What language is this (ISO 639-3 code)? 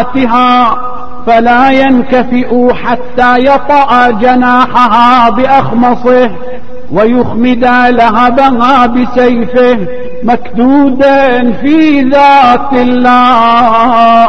ara